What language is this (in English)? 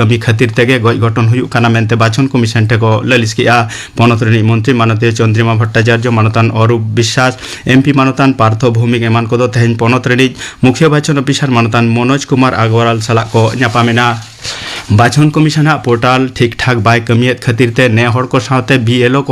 Santali